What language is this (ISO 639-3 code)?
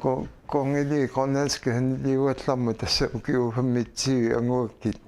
kal